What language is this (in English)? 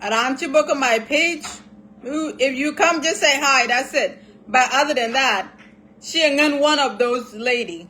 Nuer